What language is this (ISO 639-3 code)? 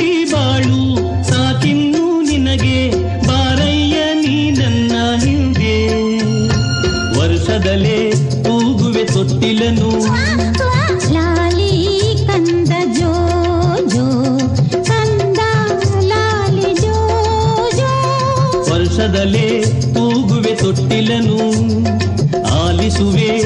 kan